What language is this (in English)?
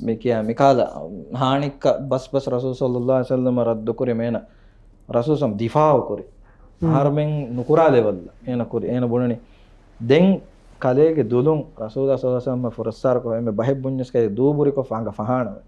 Divehi